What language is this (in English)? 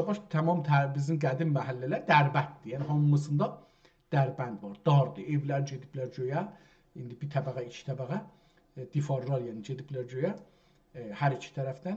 South Azerbaijani